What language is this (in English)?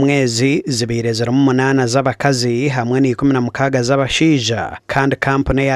Nyankole